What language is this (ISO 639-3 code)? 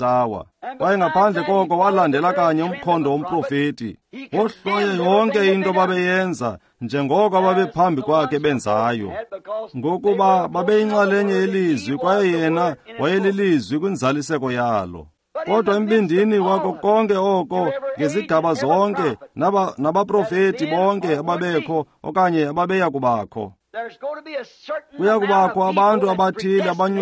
xho